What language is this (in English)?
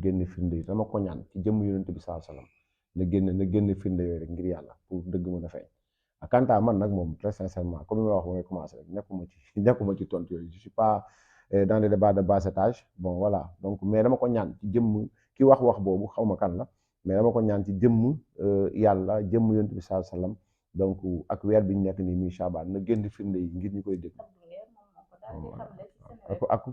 Wolof